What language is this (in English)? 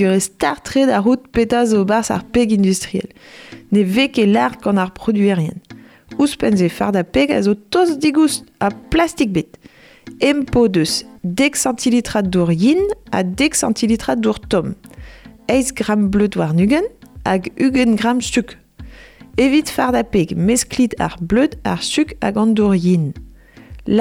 Breton